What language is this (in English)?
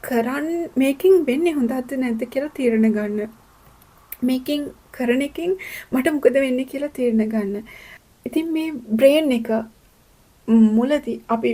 Sinhala